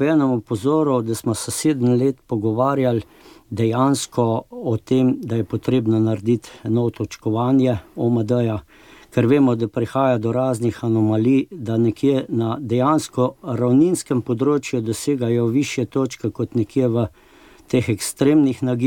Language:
Slovenian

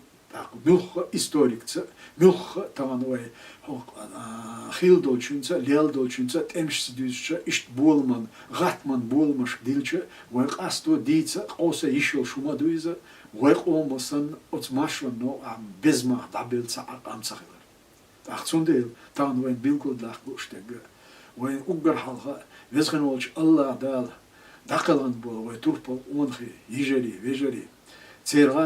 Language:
Chechen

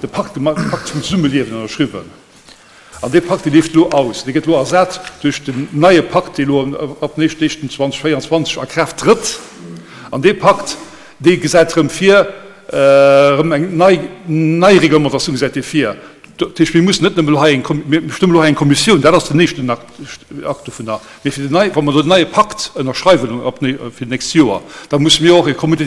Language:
Luxembourgish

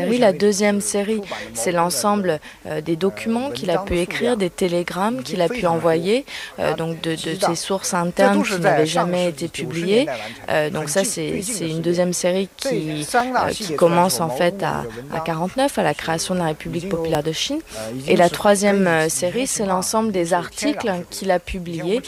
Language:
French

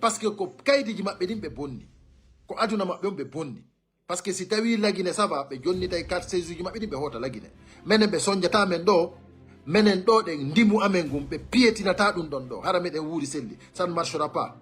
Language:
Fula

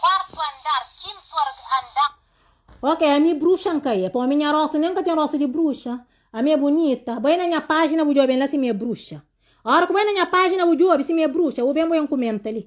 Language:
Kabuverdianu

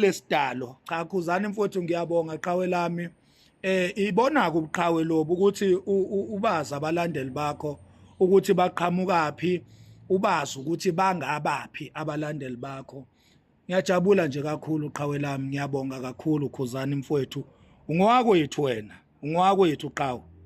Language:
Zulu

